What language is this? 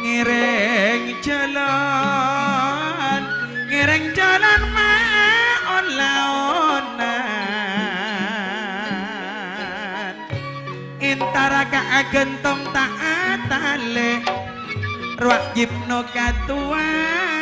Madurese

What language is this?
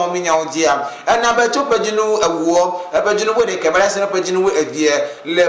Ewe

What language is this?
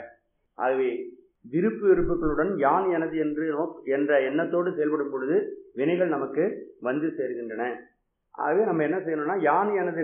Tamil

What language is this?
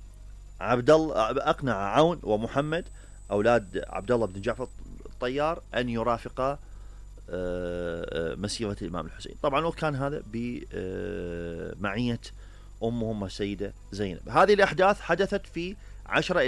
Mesopotamian Arabic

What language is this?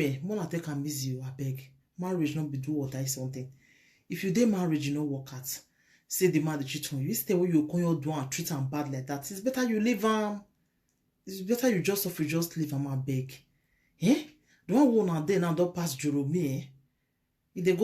Nigerian Pidgin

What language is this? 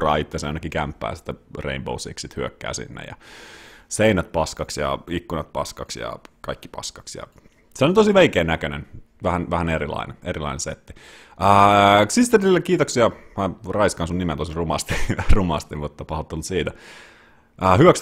Finnish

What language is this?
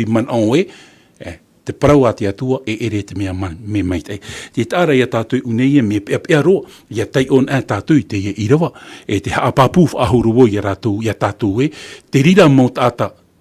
Tahitian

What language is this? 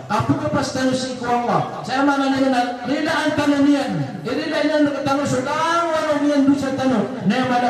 Maranao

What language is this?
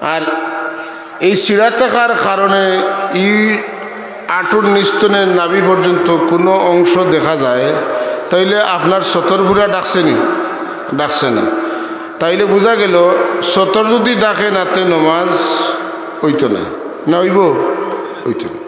Sylheti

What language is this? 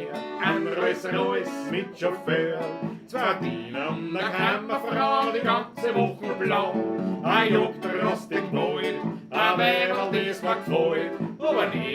Bavarian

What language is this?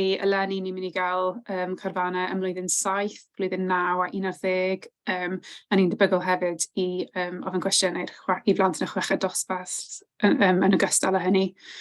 Welsh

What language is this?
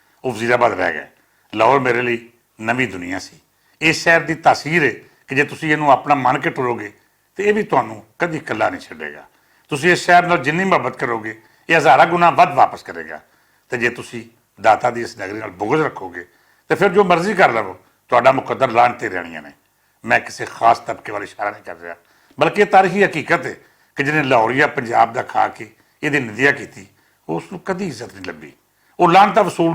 Western Panjabi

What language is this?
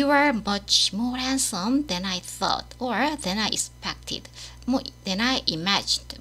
Korean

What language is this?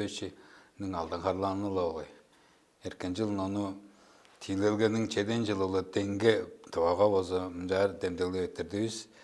Tuvinian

